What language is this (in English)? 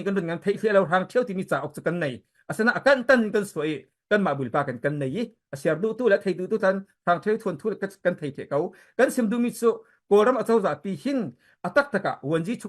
Falam Chin